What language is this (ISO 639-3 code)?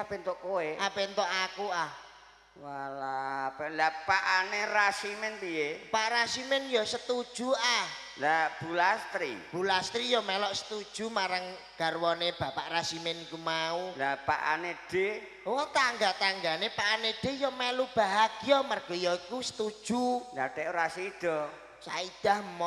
jav